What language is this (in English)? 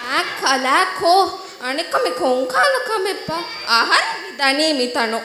Divehi